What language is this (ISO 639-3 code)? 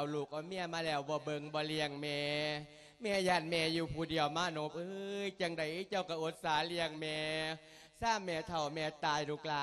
lao